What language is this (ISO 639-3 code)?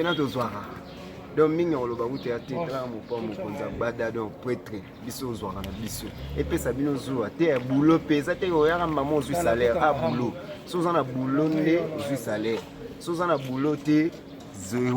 lin